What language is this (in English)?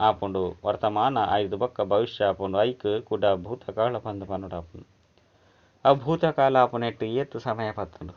Tulu